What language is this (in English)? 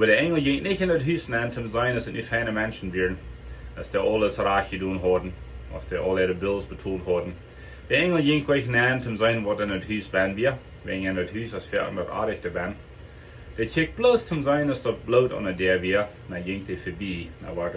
Plautdietsch